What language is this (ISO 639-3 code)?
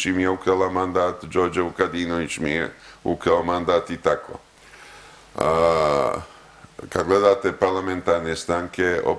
srp